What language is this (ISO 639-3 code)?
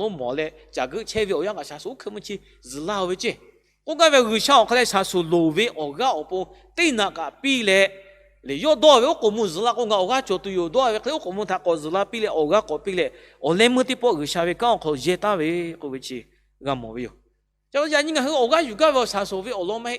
lhu